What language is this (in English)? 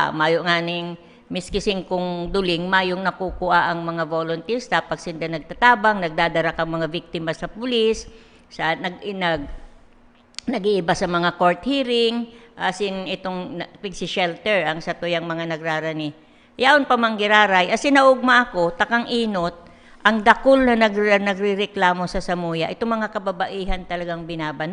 Bikol